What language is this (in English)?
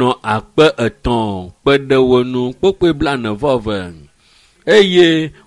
Ewe